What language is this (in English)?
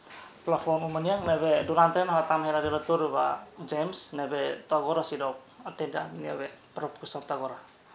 Tetum